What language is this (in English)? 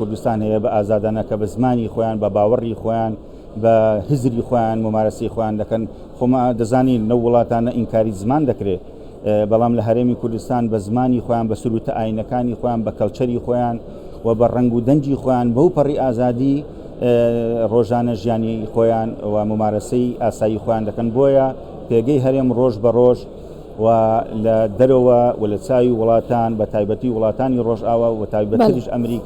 Central Kurdish